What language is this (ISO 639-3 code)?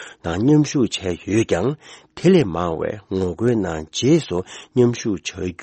bod